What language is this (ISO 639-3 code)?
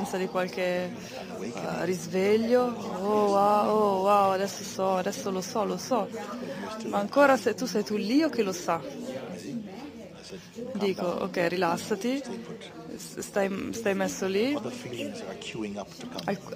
ita